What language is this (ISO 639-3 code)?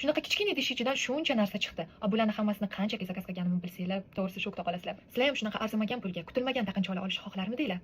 uzb